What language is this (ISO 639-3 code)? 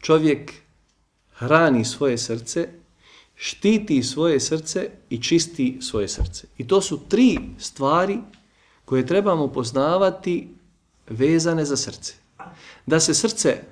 bos